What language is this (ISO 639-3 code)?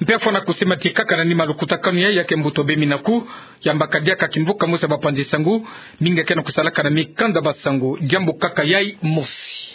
ktu